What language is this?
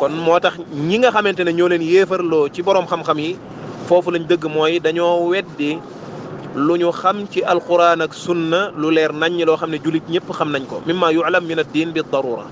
Wolof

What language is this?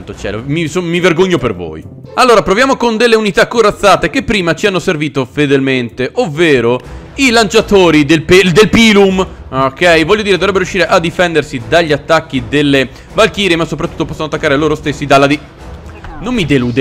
Italian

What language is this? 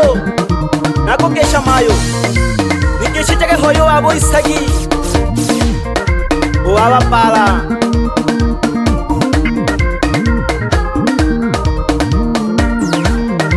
Swahili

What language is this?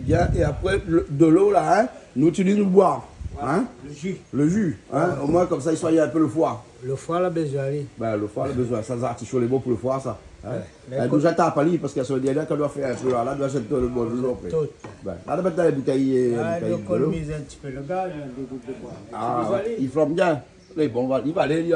Réunion Creole French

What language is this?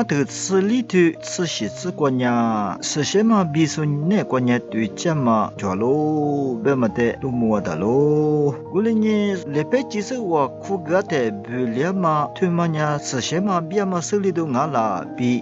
Lisu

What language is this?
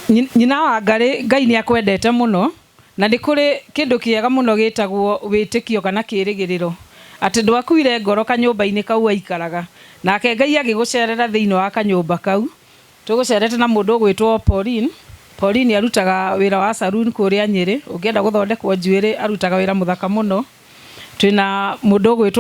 Kikuyu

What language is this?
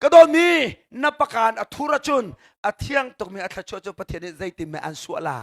Hakha Chin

